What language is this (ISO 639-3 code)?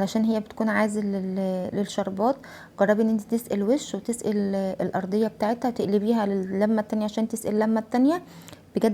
arz